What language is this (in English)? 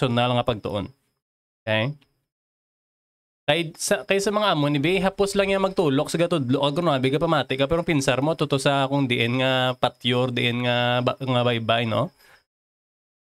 Hiligaynon